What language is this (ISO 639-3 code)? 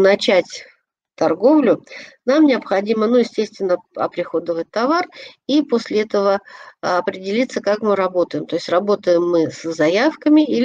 rus